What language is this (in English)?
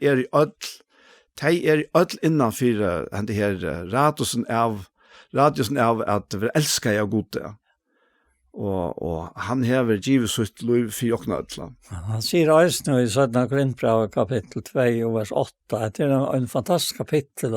Faroese